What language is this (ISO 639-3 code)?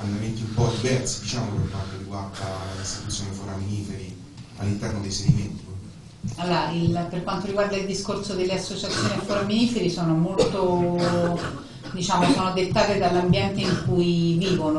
ita